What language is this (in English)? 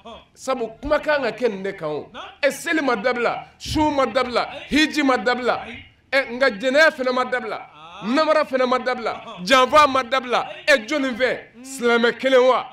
Bambara